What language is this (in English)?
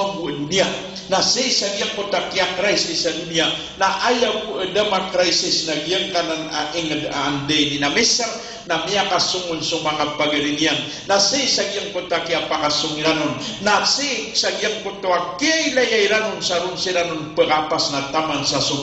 Maranao